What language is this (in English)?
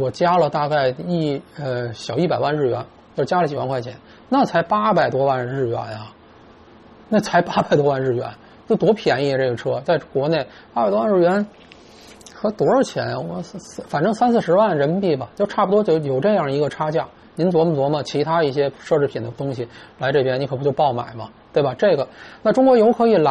Chinese